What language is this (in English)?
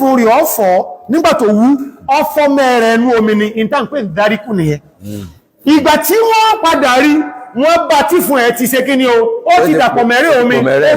Yoruba